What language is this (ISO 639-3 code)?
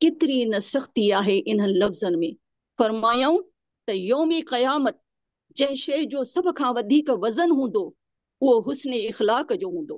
snd